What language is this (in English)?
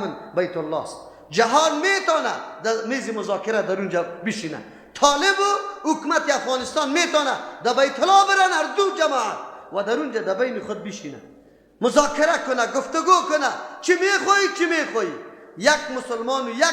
Persian